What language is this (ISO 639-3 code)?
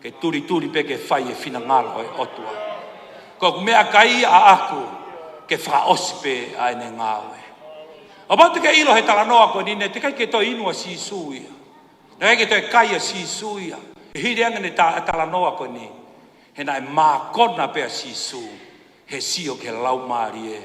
ton